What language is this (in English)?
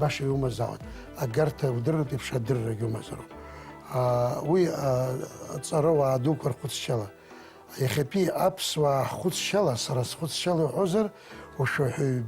Abkhazian